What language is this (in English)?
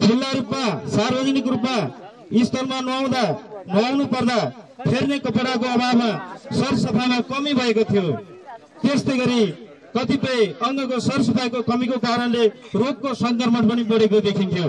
Nepali